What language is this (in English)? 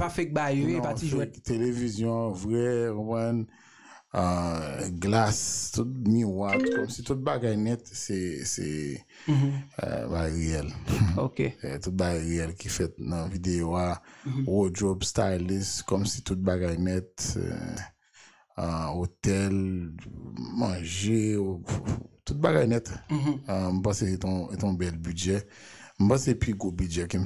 Haitian Creole